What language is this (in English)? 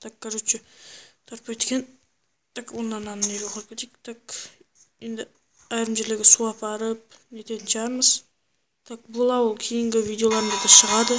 Kara-Kalpak